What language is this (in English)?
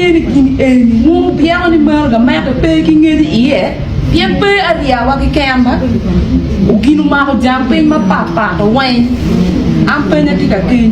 Acoli